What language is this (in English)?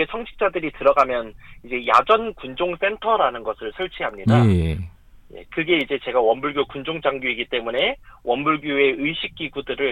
Korean